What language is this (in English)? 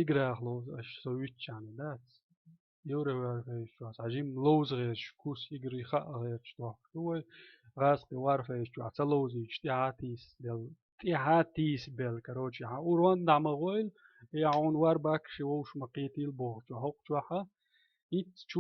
Chechen